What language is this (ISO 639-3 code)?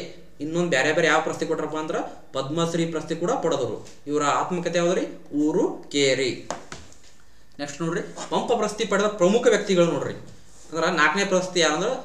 kan